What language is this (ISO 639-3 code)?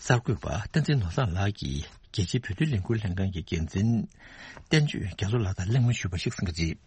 bod